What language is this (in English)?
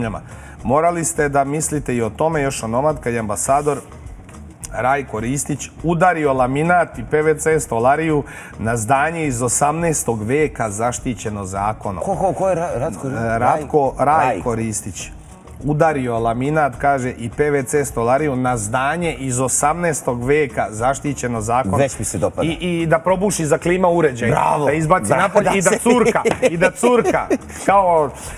Serbian